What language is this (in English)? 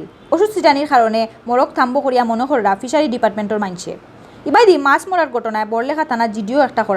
Sylheti